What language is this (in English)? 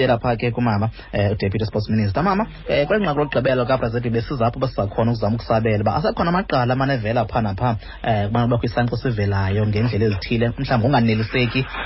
Xhosa